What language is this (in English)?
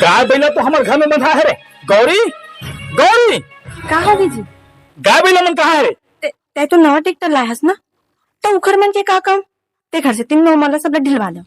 Chhattisgarhi